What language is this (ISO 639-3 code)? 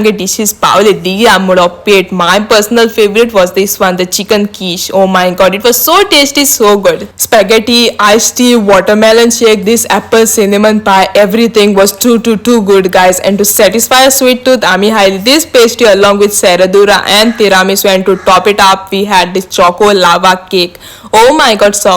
kok